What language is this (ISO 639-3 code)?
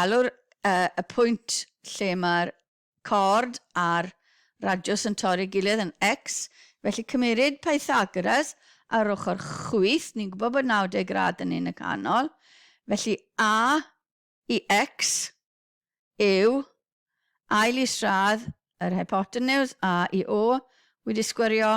cym